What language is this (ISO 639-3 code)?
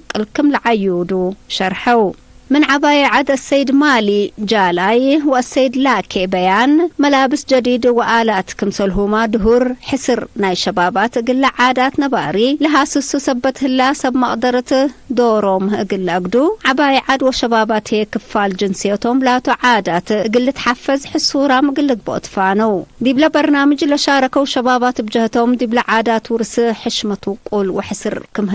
tig